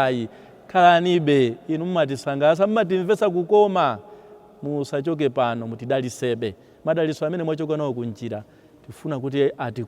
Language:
Nyanja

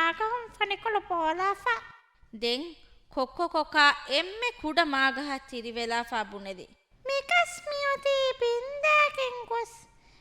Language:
Divehi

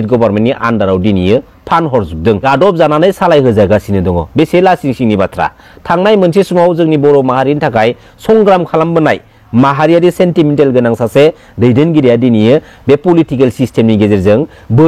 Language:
Bodo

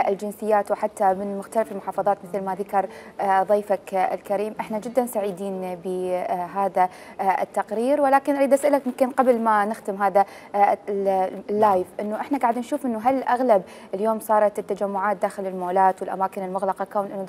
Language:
Mesopotamian Arabic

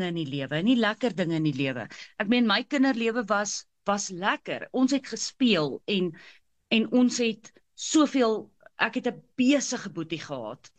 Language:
Afrikaans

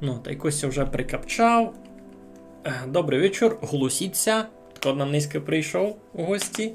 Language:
Rusyn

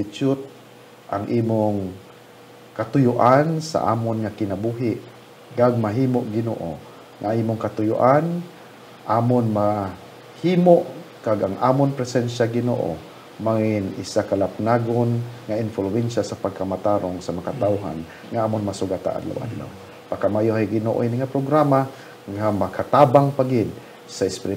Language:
Hiligaynon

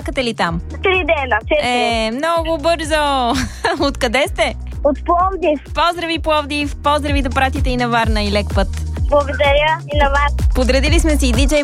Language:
Bulgarian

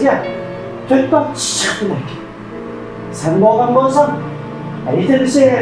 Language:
Uyghur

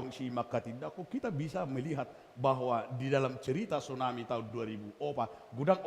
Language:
Batak Toba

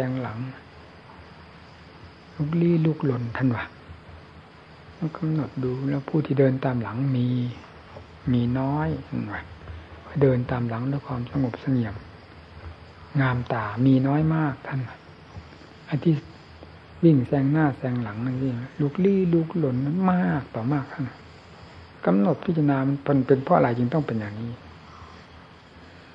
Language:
Thai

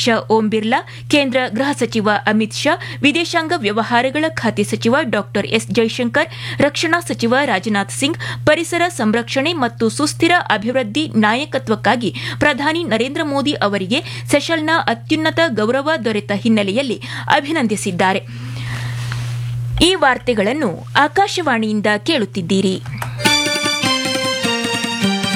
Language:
Kannada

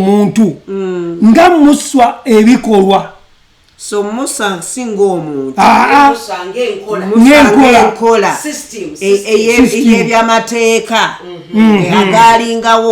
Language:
Ganda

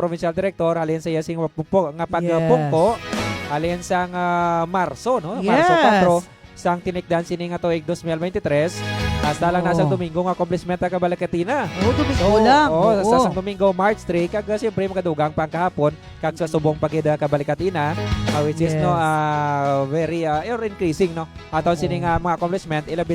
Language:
Hiligaynon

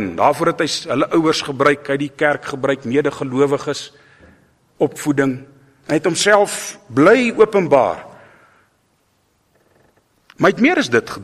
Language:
Afrikaans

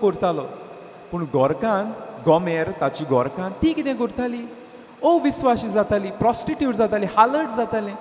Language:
Konkani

